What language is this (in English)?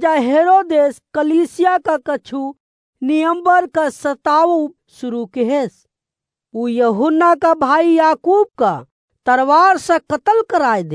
Awadhi